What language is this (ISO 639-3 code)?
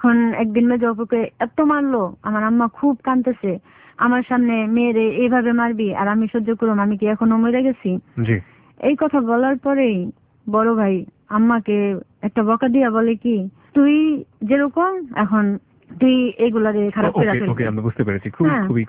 ben